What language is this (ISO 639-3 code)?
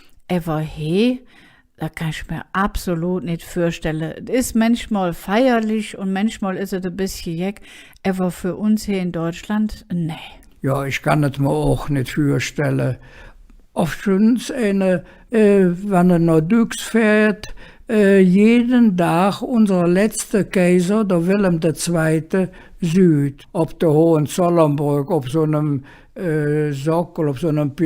ksh